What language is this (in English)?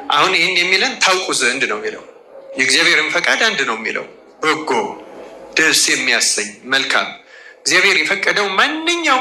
Amharic